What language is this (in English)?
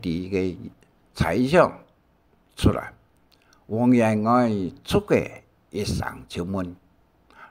Hakka Chinese